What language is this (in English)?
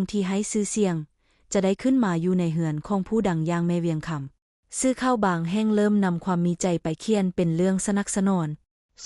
Lao